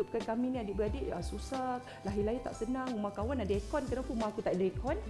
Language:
Malay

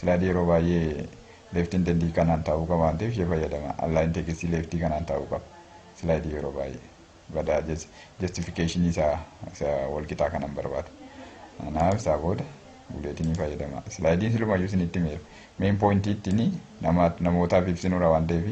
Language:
Oromo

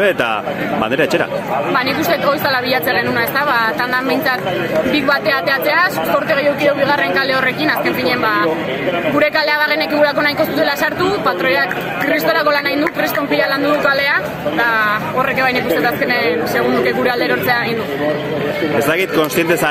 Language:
Basque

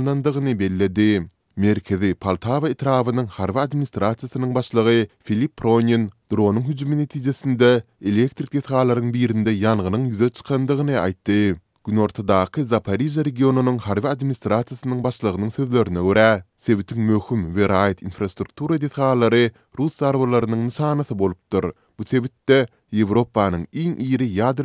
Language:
Turkmen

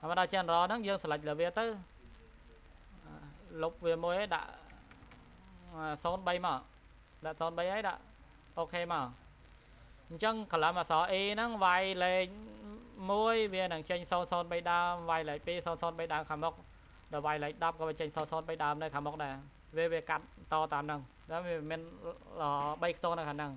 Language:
Khmer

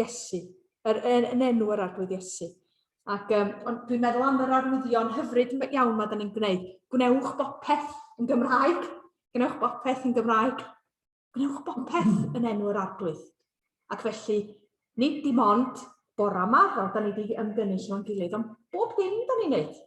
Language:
Welsh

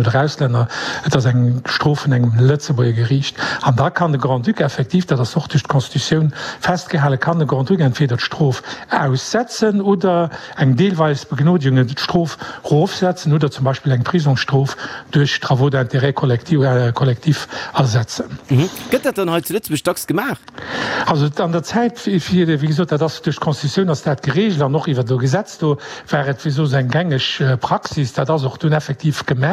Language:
Luxembourgish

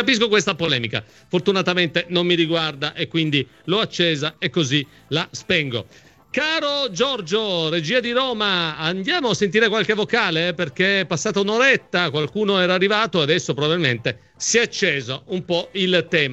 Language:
Italian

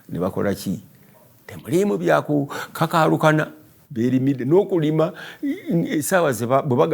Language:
Ganda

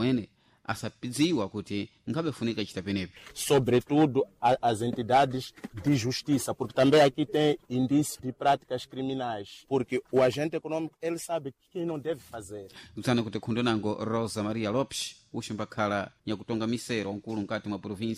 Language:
Sena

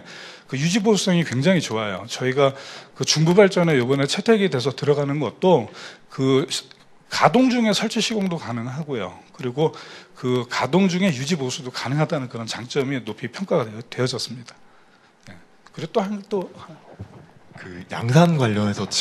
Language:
Korean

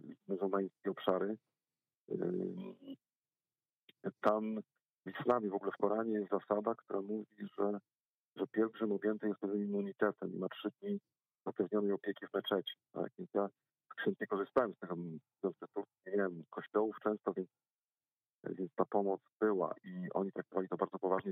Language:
Polish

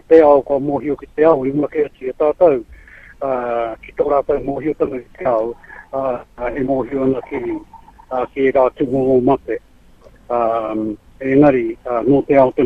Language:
Māori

